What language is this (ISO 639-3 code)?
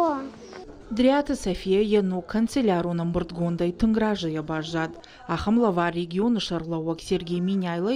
oss